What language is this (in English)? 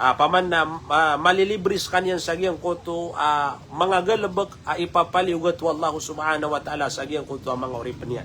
Maranao